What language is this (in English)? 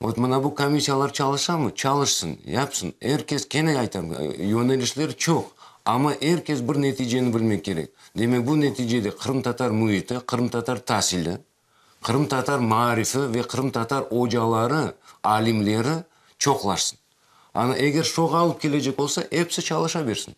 Crimean Tatar